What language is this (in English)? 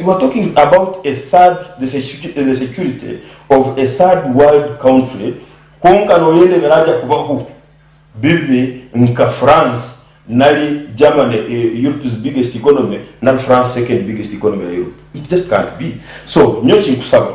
Nyankole